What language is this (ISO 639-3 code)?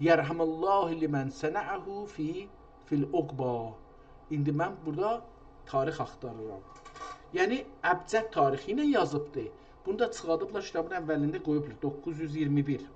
azb